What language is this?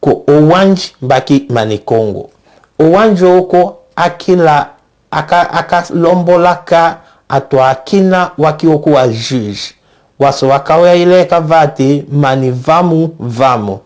Tetela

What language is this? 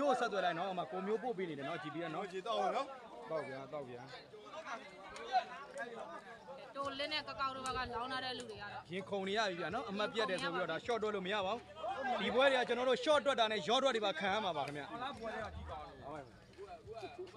Burmese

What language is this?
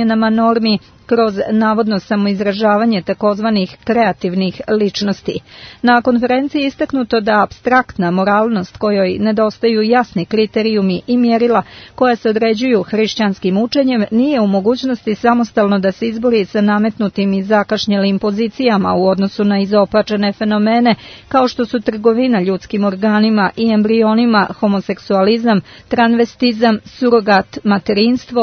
Serbian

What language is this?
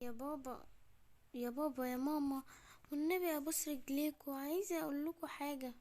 Egyptian Arabic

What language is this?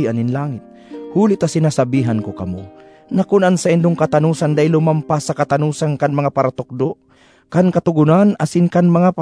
Bikol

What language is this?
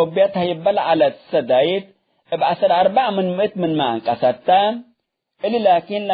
Tigre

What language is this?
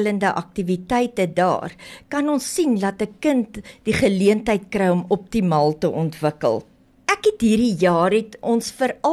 Afrikaans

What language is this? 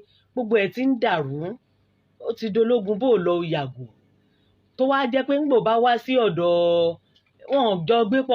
Yoruba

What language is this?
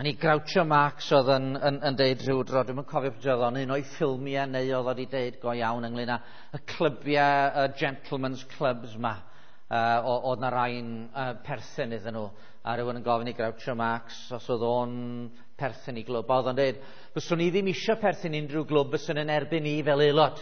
Welsh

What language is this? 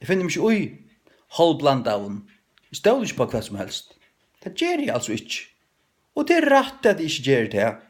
Faroese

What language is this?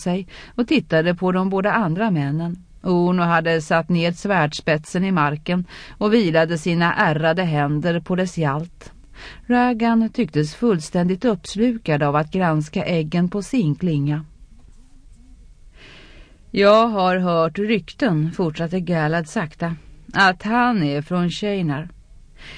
Swedish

